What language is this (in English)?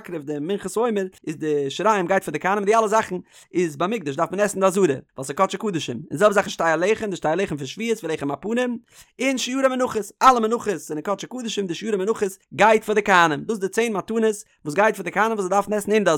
Yiddish